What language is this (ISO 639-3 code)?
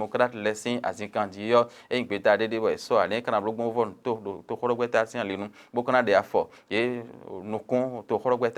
fon